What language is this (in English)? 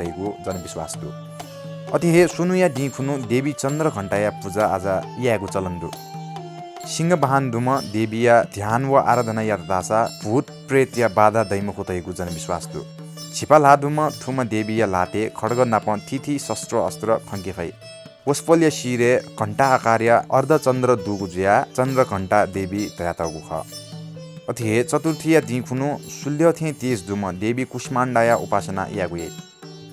Newari